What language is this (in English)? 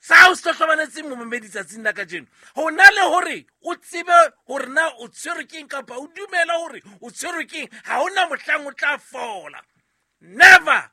Southern Sotho